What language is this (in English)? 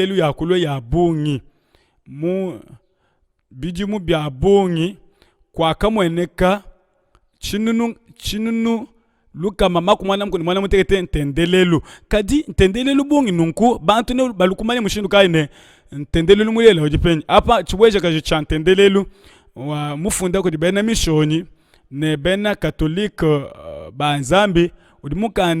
Luba-Lulua